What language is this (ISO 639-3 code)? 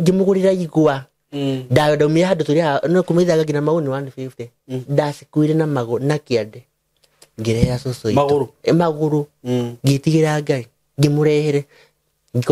kik